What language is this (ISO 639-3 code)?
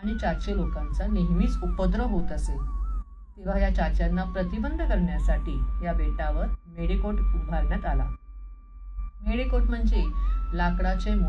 mar